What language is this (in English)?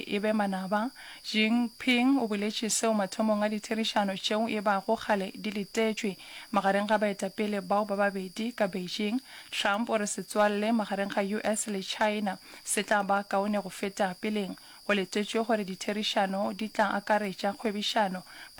Northern Sotho